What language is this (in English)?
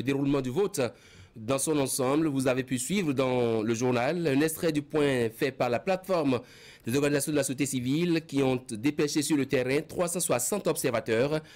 French